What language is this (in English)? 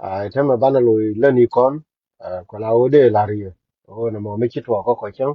Nuer